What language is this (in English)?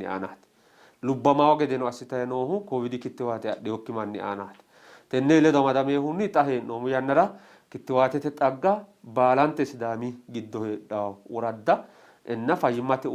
Sidamo